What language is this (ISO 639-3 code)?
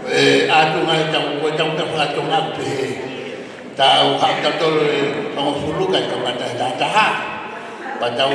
ton